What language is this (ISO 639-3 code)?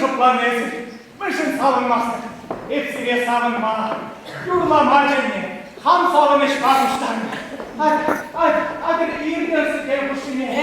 chv